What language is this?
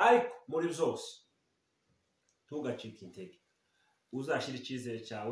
Kinyarwanda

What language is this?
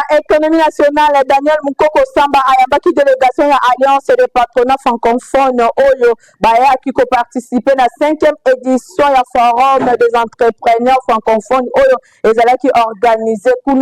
Lingala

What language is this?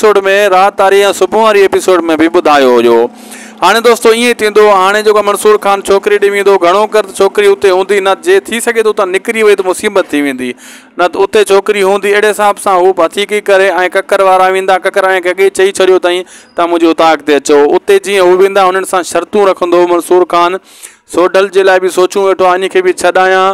Sindhi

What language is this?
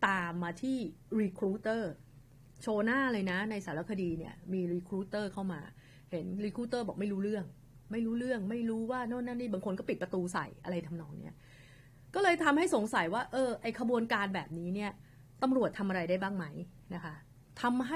Thai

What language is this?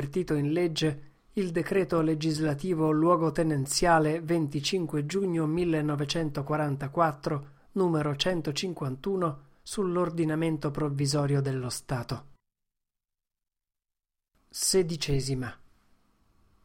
Italian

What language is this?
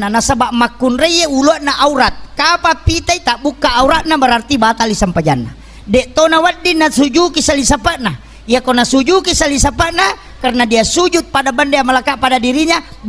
Buginese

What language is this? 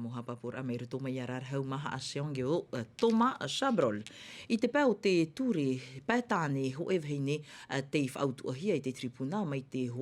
Tahitian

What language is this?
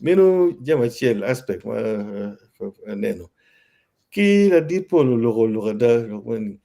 Acoli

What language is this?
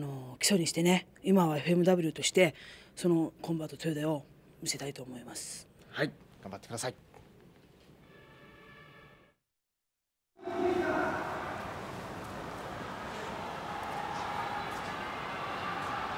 Japanese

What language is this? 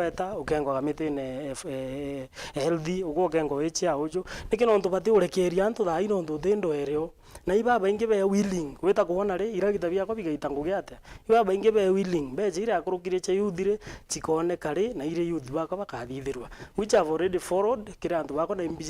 Meru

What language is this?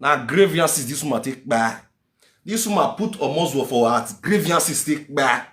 Nigerian Pidgin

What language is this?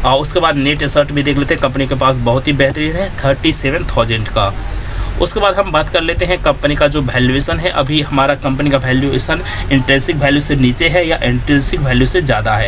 Hindi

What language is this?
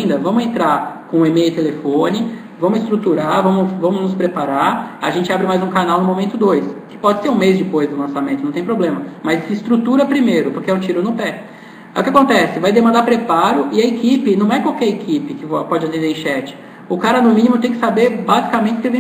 Portuguese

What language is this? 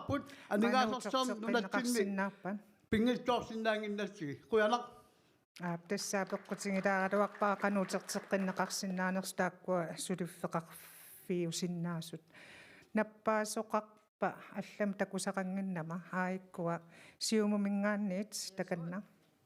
Kalaallisut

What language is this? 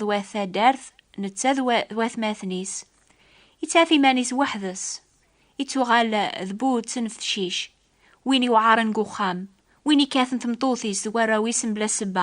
Kabyle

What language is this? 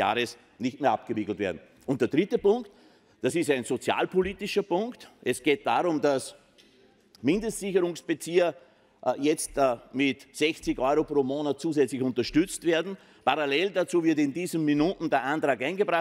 German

